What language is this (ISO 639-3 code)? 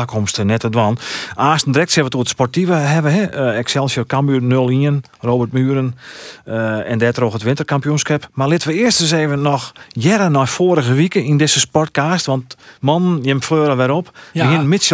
fry